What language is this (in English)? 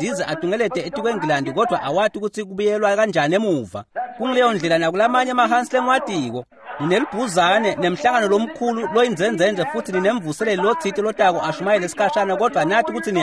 Swati